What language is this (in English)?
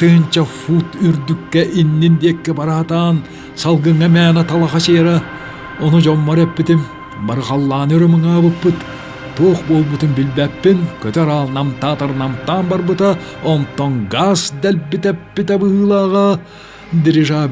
Yakut